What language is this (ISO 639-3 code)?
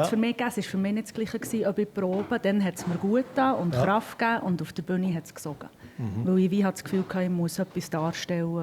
gsw